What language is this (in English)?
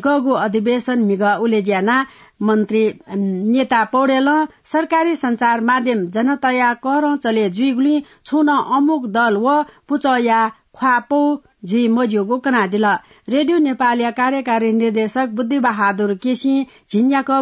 Newari